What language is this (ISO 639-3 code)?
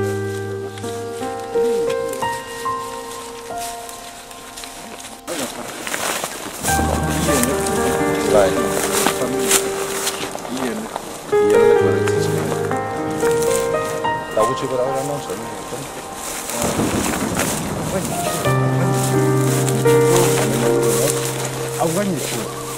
eus